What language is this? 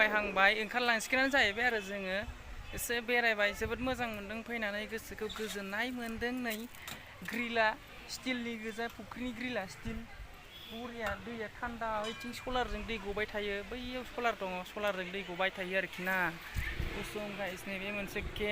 Bodo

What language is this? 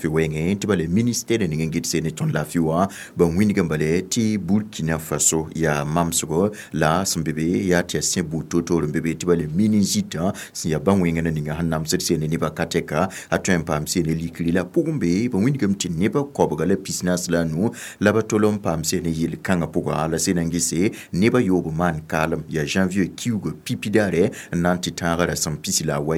Mossi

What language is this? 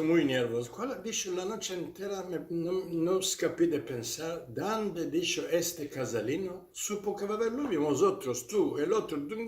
Ladino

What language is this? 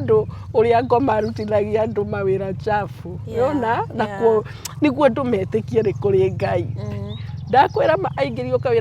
Kikuyu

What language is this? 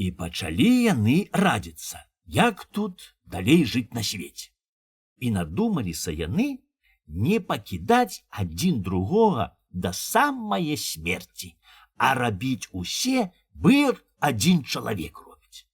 Belarusian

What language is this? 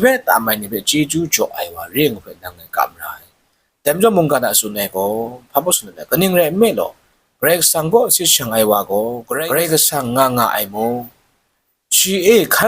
Kachin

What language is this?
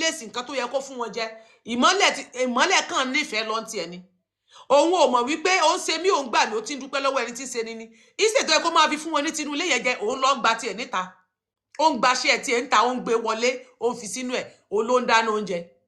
Yoruba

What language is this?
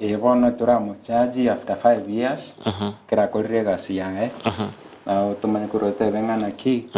Gusii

